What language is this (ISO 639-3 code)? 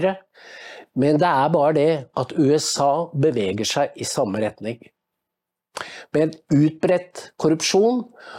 nor